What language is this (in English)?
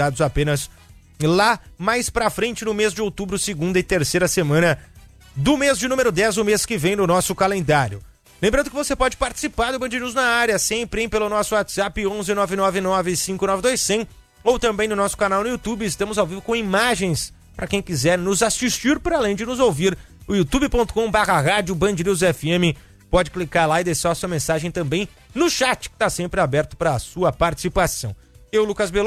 Portuguese